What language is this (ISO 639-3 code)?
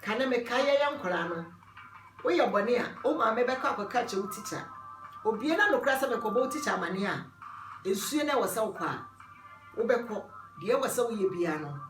aka